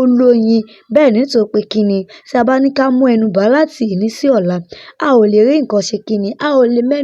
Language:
Yoruba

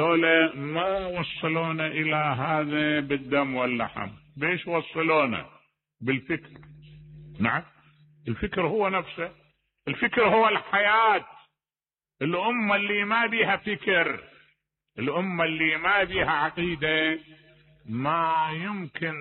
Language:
Mesopotamian Arabic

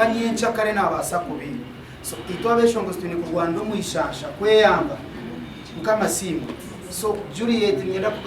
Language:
Nyankole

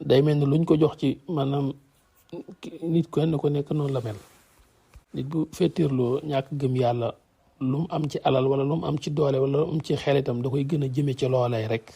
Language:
Wolof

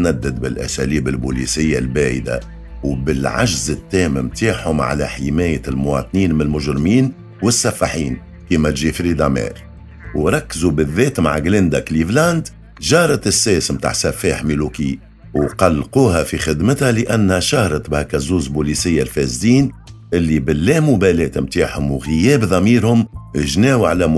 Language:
Tunisian Arabic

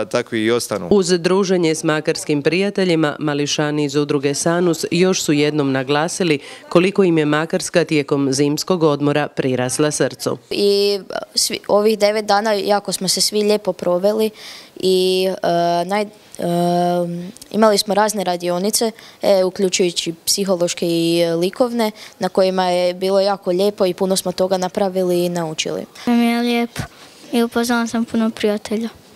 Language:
Croatian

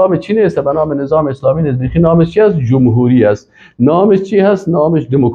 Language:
Persian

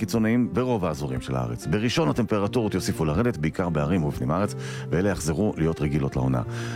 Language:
Hebrew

